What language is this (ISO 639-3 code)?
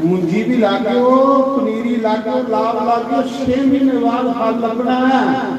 doi